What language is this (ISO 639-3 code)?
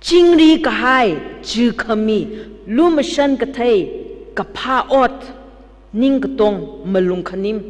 nmf